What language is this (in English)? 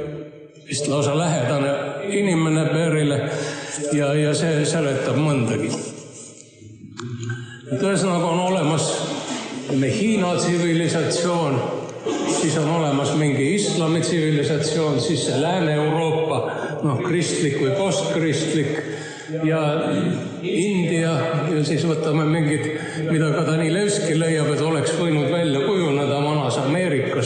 Estonian